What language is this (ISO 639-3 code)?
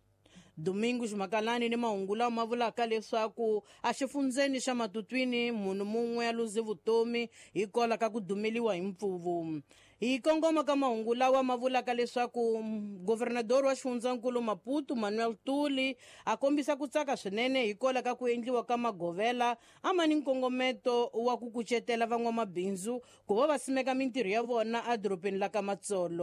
tso